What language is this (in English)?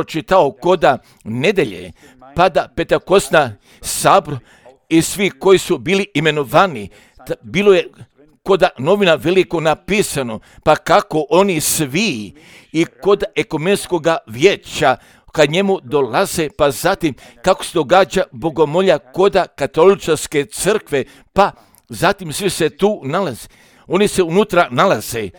Croatian